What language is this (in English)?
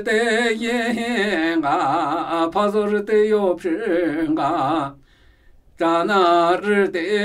Namuyi